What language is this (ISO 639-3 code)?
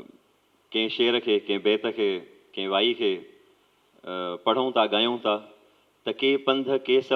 snd